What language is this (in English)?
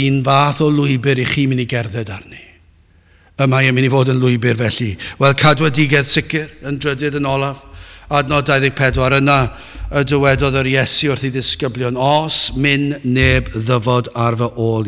Welsh